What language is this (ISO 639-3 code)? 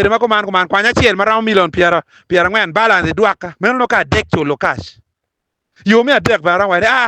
ach